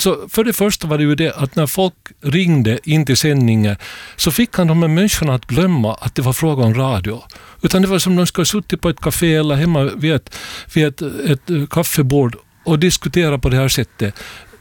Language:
Swedish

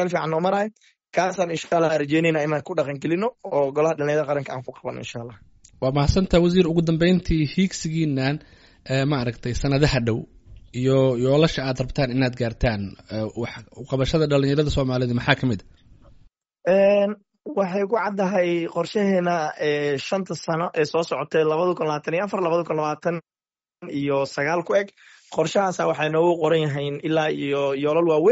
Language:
Somali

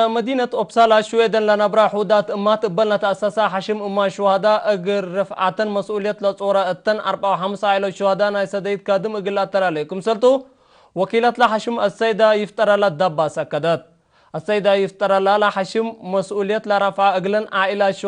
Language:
Tigre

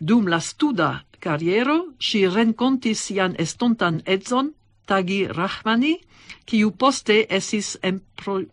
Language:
Esperanto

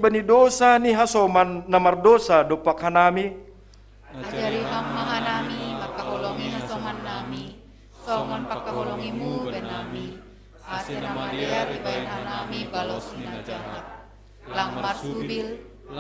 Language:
Batak Simalungun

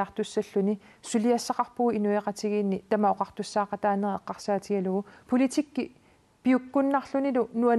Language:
Kalaallisut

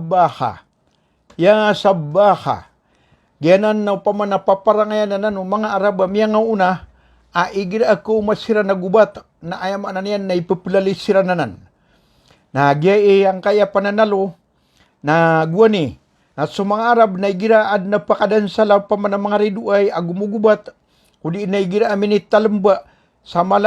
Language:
Maranao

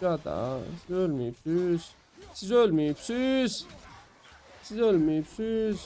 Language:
South Azerbaijani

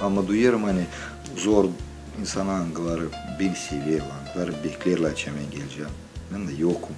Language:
Gagauz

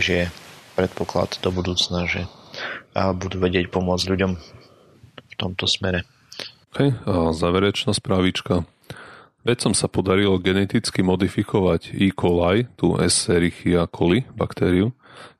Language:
Slovak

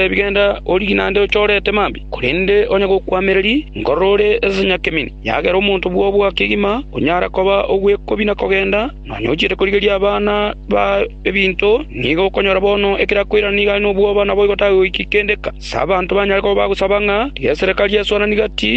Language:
Gusii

